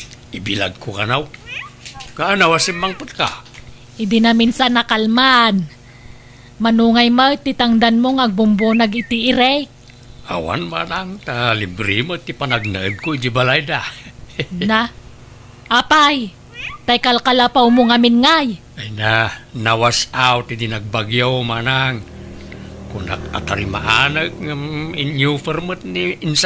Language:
Iloko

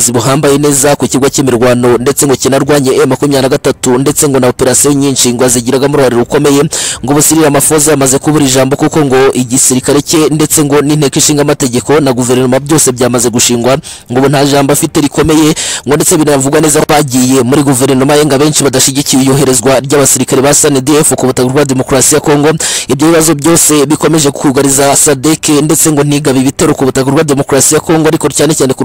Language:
Kinyarwanda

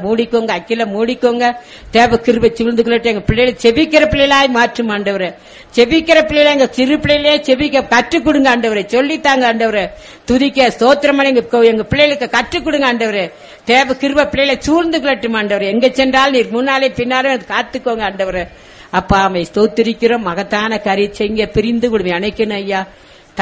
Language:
Tamil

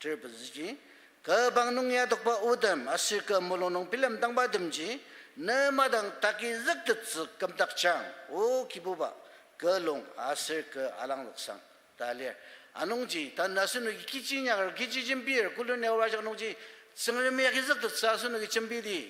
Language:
Ao Naga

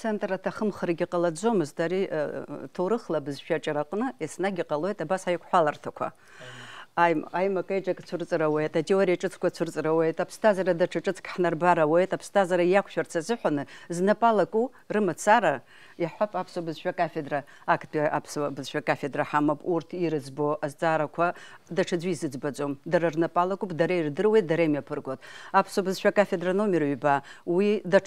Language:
Abkhazian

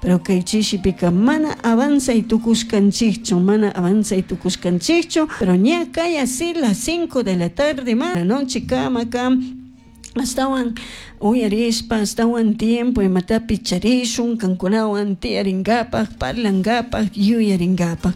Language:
Chimborazo Highland Quichua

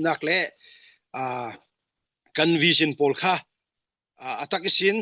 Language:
Falam Chin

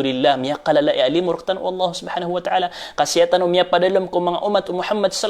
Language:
Maranao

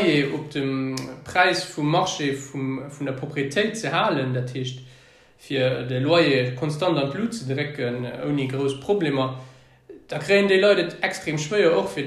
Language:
Luxembourgish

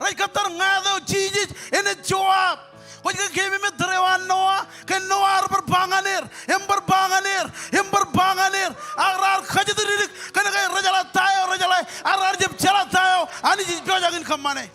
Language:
Marshallese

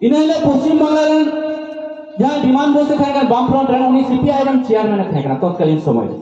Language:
Santali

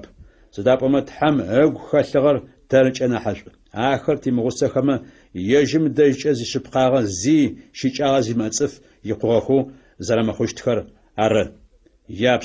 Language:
Adyghe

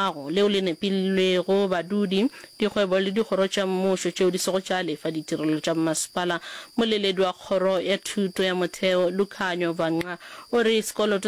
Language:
Northern Sotho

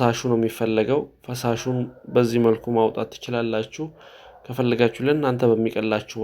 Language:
Amharic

